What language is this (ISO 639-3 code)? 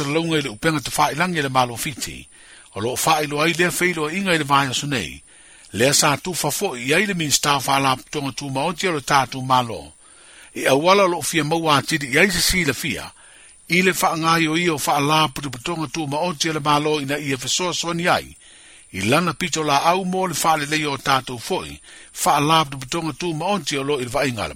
smo